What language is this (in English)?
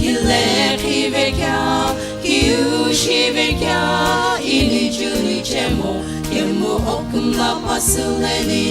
Sumi Naga